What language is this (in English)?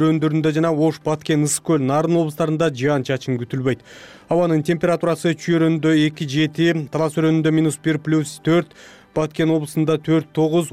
Kyrgyz